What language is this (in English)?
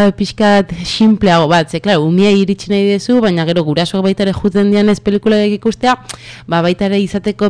Basque